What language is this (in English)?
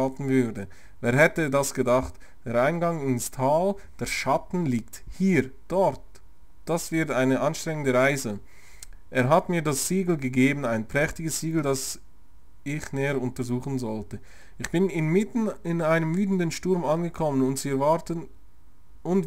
Swiss German